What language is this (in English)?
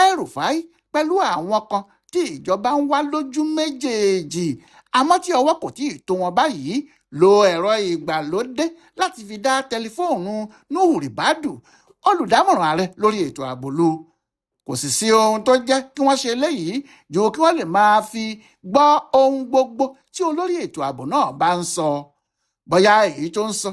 Yoruba